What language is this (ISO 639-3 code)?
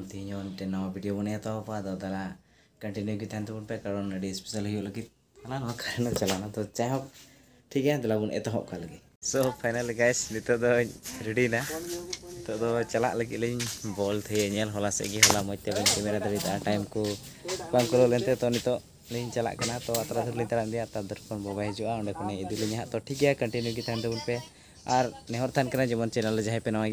sat